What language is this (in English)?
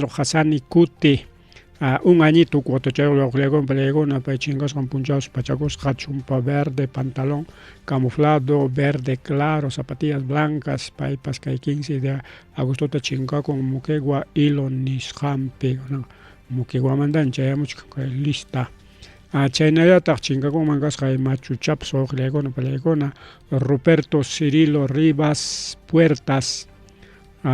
Ayacucho Quechua